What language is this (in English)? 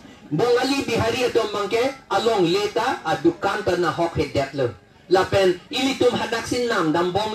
Karbi